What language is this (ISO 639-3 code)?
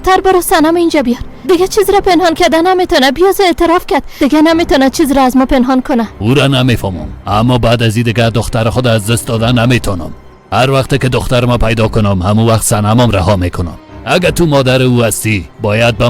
fas